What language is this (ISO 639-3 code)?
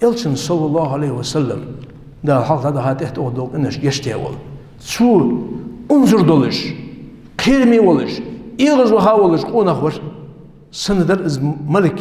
inh